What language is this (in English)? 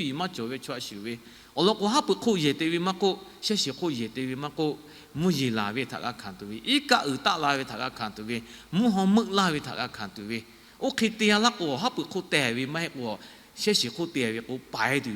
Lahu